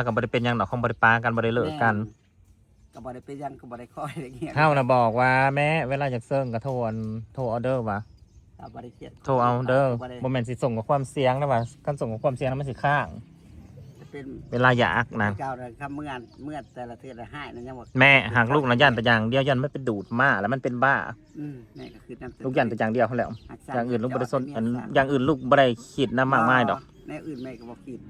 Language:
Northeastern Thai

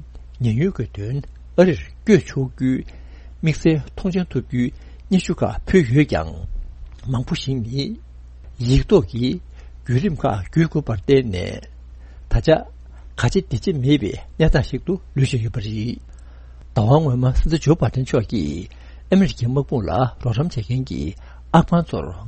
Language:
Tibetan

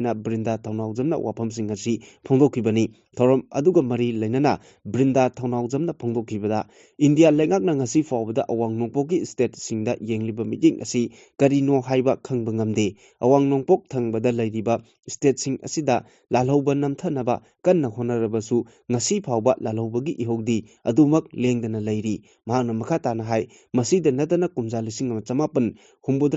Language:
Manipuri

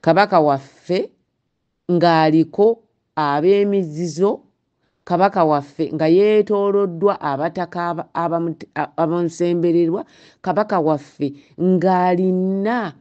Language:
Ganda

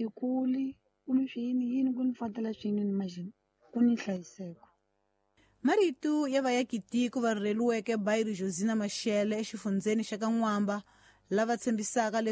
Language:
Tsonga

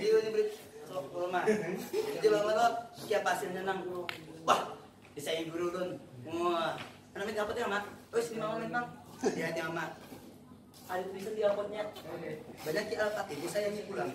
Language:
Banjar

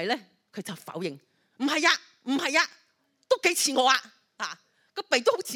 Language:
Cantonese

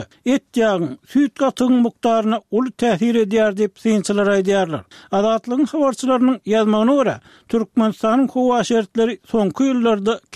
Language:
Turkmen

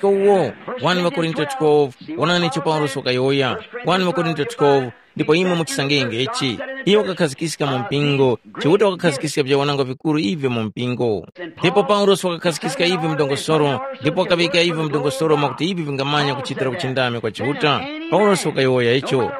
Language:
Tumbuka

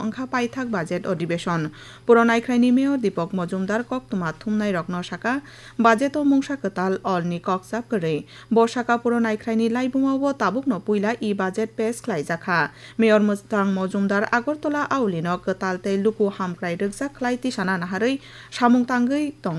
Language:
Kok Borok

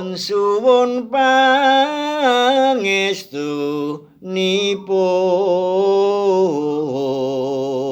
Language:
Javanese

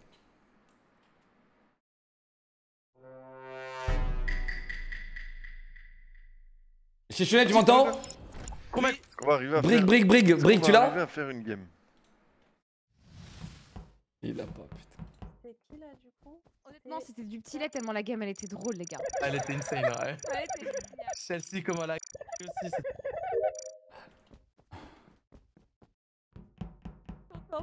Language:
French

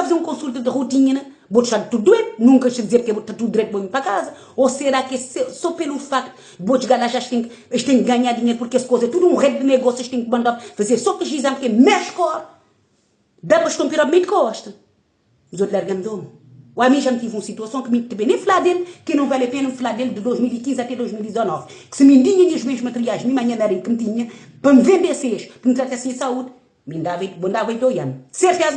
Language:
Kabuverdianu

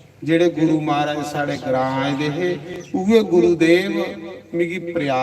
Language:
Dogri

